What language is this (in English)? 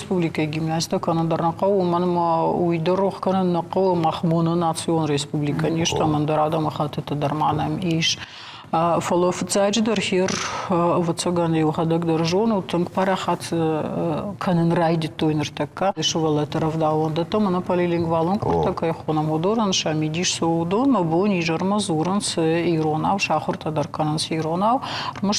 Ossetic